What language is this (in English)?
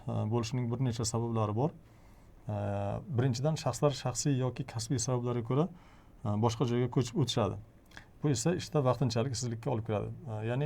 Uzbek